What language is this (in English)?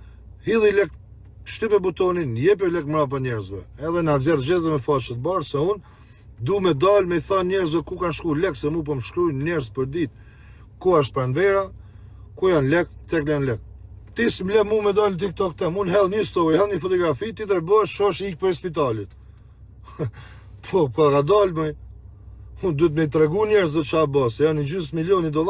Albanian